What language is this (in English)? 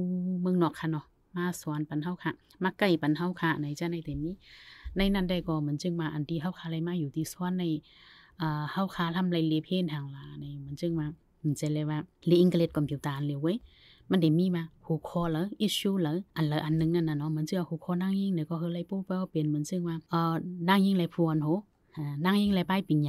Shan